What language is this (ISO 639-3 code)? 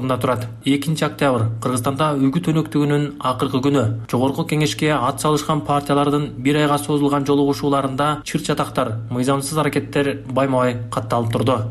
kir